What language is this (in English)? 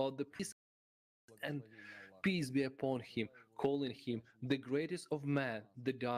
Nyanja